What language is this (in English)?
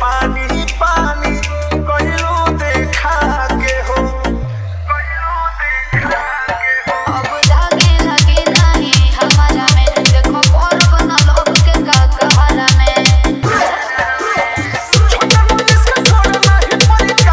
Bhojpuri